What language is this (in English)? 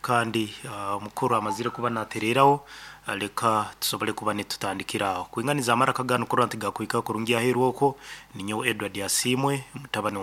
Nyankole